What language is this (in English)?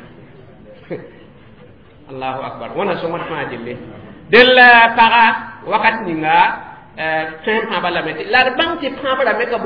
Mossi